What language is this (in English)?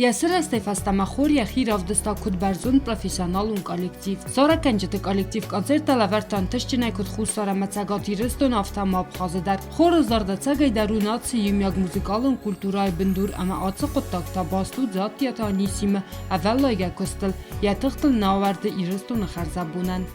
Ossetic